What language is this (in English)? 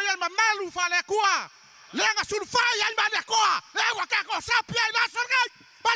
Samoan